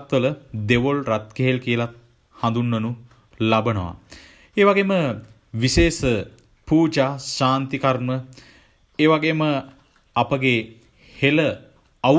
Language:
Sinhala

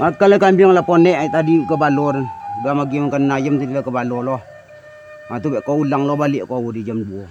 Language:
Minangkabau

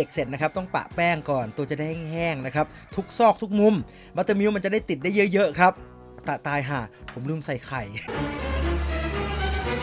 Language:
Thai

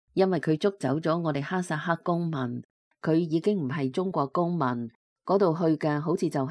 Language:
Cantonese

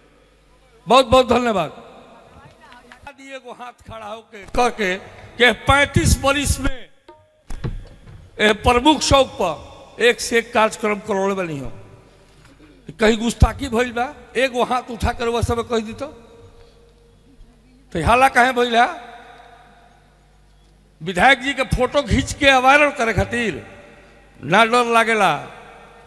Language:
Bhojpuri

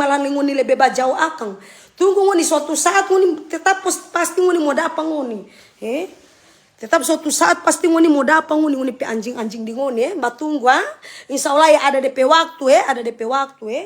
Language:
Manado Malay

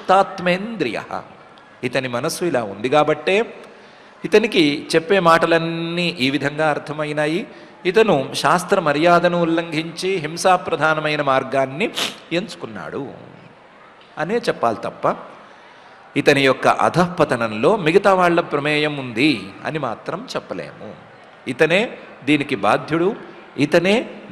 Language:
Telugu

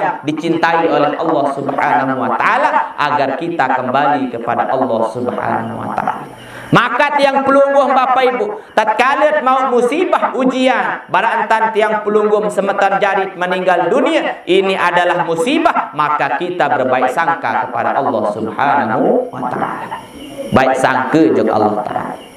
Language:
Sasak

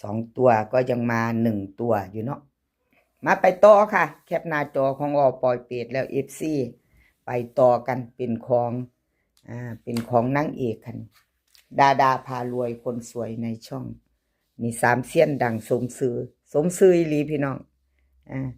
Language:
Northeastern Thai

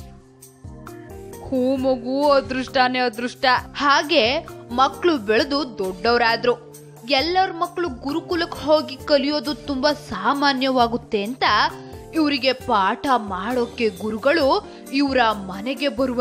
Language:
Kannada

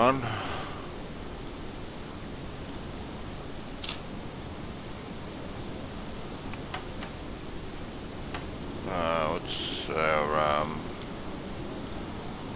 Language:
English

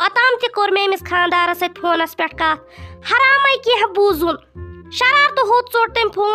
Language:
Kashmiri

